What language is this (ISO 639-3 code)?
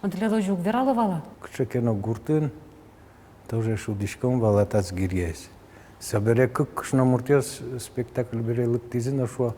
udm